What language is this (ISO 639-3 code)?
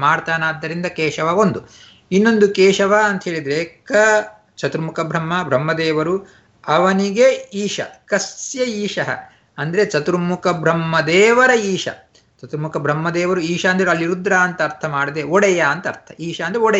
kan